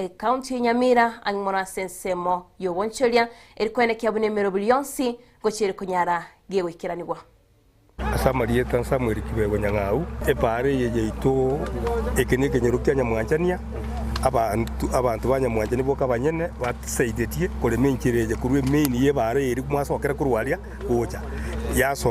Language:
Gusii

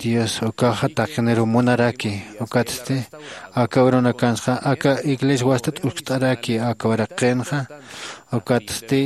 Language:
Aymara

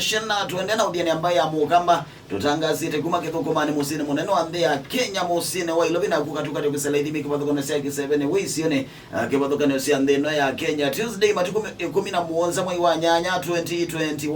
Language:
Kamba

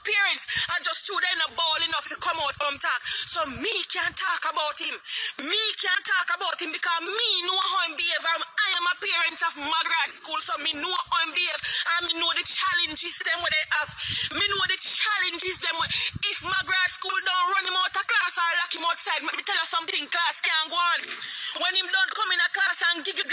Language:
Jamaican Creole English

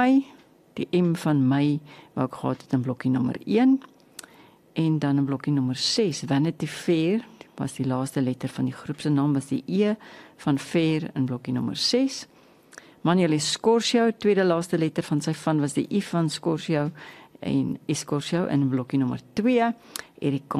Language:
Afrikaans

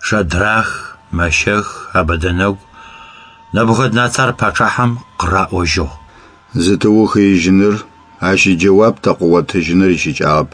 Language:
Adyghe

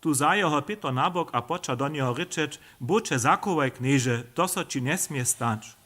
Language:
Upper Sorbian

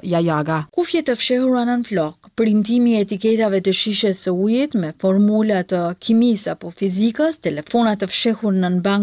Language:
Albanian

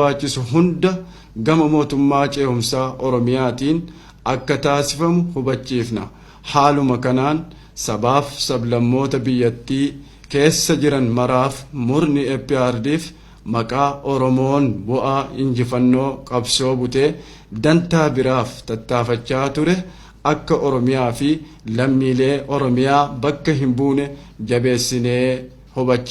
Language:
Oromo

